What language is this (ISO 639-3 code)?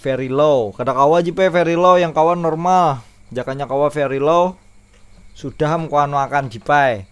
bjn